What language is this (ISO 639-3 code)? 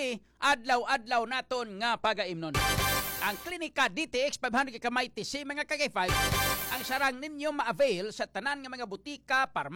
hil